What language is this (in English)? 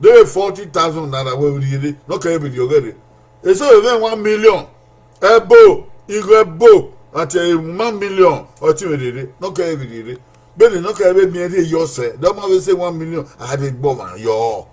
Bini